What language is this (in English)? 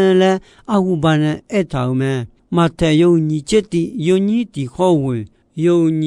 Akha